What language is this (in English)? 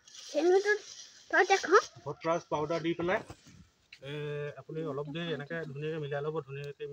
Assamese